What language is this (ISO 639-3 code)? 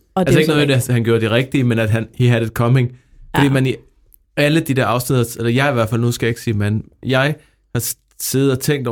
dan